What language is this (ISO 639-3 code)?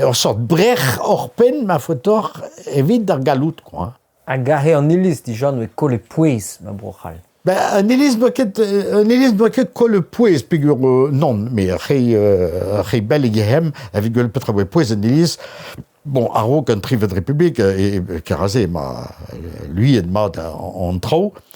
bre